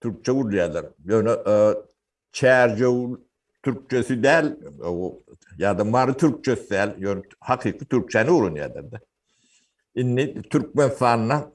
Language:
Turkmen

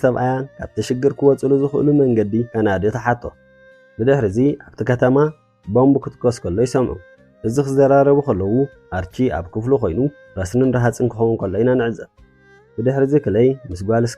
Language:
Tigrinya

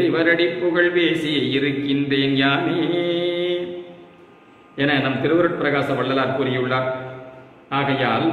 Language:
Tamil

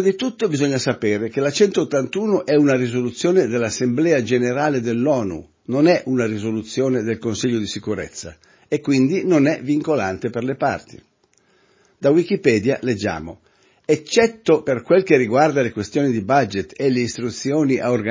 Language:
Italian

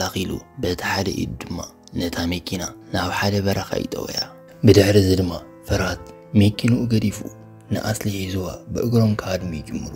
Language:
Tigrinya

